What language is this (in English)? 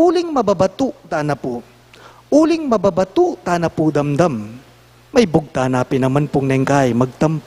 Pampanga